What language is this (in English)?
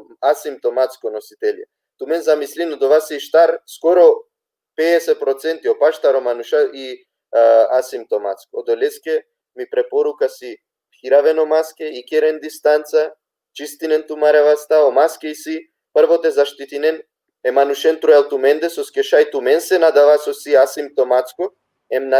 Balkan Romani